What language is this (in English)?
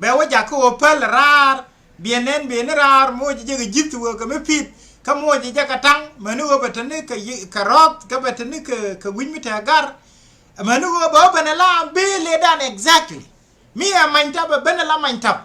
Nuer